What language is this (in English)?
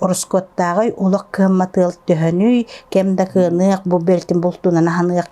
Yakut